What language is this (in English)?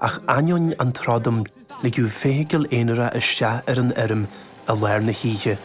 Irish